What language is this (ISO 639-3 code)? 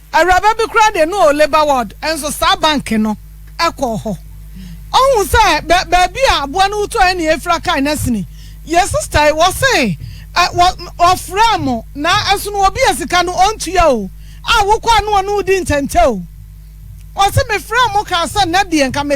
aka